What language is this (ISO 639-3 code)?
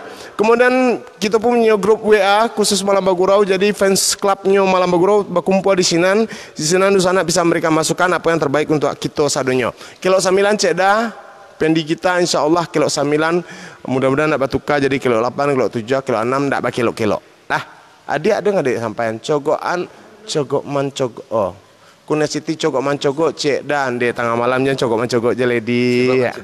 min